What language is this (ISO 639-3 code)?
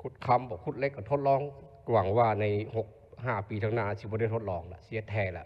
lao